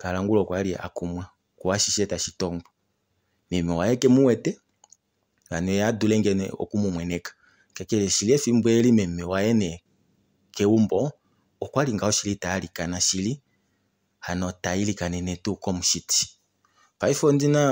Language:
Kuanyama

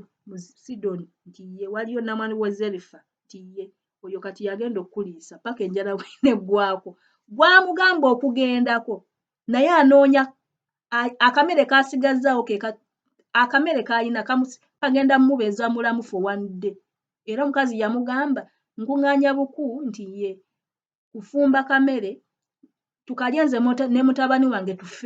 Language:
Ganda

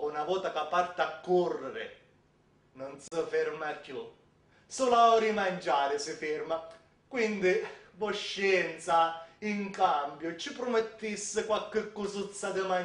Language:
Sicilian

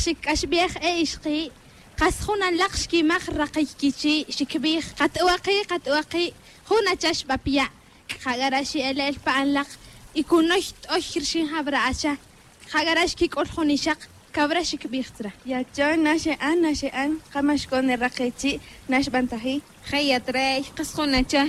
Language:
Tz'utujil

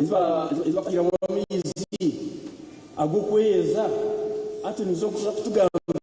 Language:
Nyankole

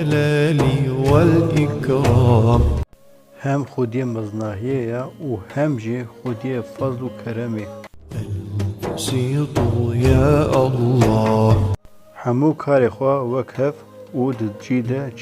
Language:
Kurdish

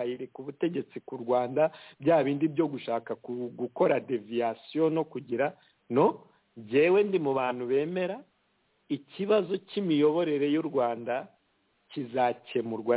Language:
Kinyarwanda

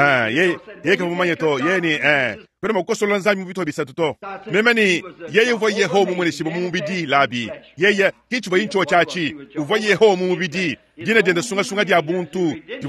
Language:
Luba-Lulua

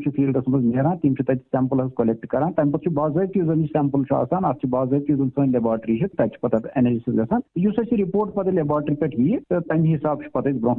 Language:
Kashmiri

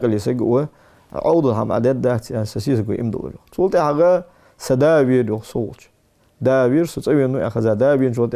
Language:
Ingush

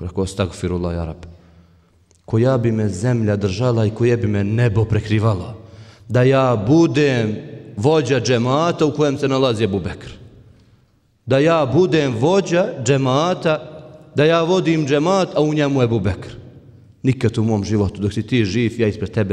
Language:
Bosnian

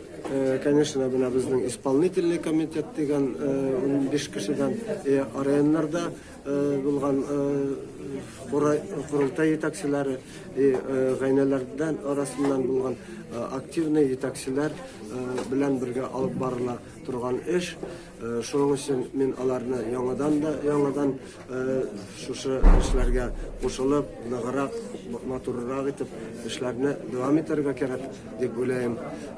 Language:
Bashkir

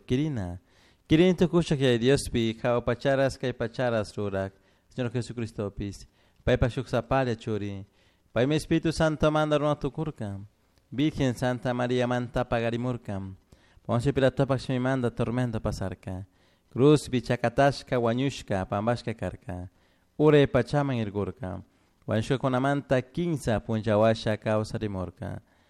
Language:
Chimborazo Highland Quichua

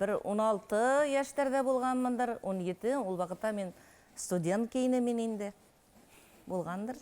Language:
Bashkir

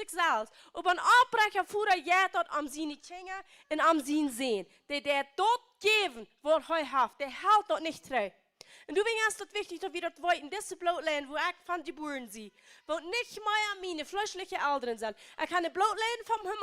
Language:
Plautdietsch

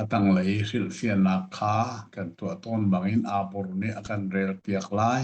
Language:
Hakha Chin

